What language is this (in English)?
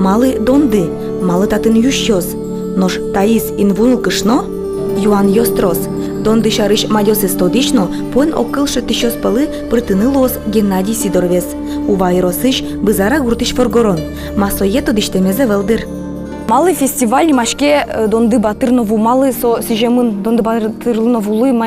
Udmurt